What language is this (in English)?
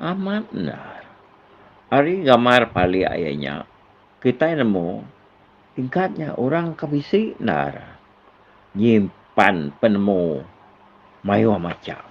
Iban